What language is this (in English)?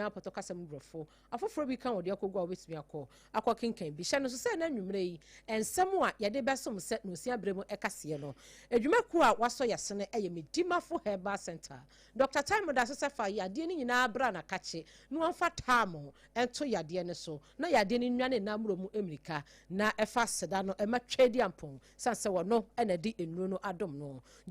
Akan